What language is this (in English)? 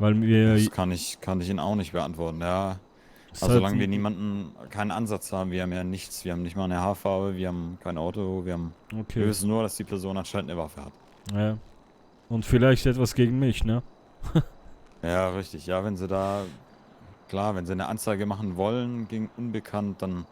Swiss German